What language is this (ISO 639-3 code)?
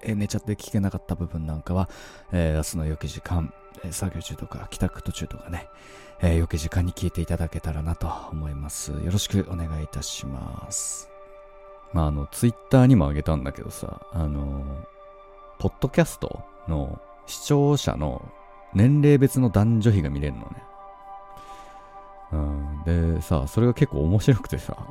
jpn